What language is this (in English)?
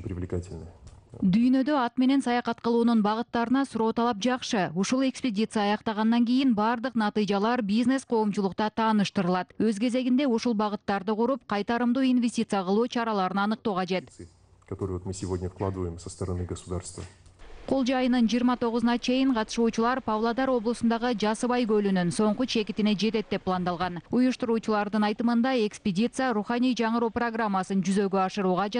Kyrgyz